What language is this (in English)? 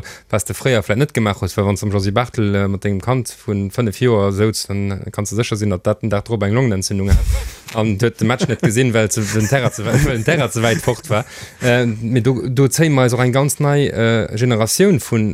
Luxembourgish